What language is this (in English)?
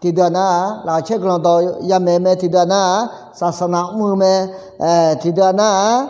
Akha